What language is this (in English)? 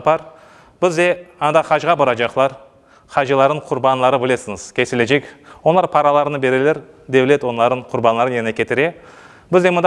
Crimean Tatar